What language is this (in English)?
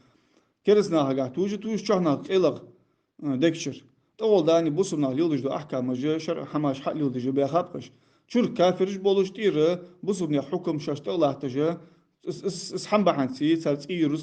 Ingush